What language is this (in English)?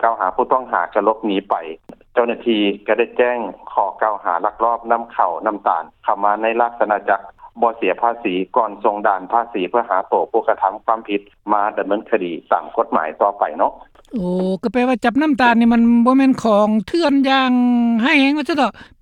Lao